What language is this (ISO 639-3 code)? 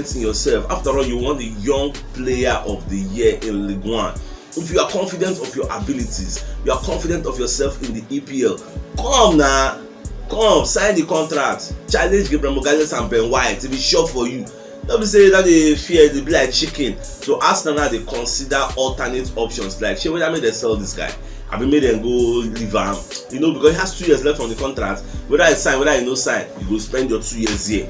pcm